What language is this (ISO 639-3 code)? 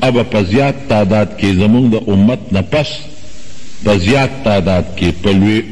pus